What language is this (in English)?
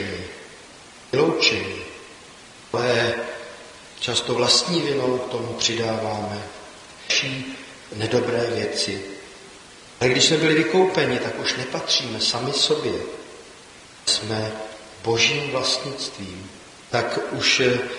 Czech